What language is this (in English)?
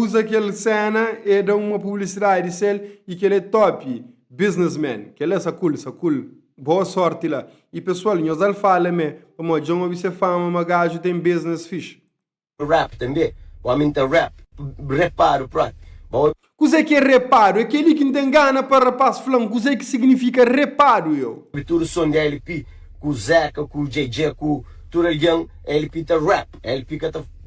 Kabuverdianu